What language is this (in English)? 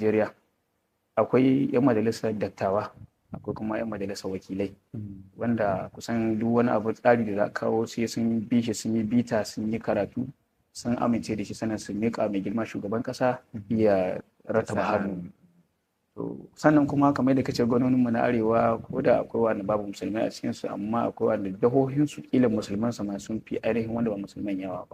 Hausa